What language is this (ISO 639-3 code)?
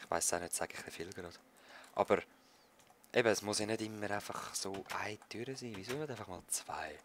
gsw